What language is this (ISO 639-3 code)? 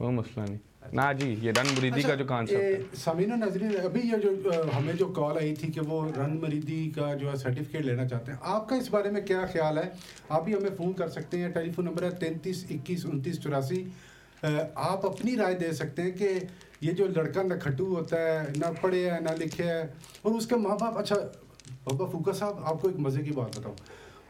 urd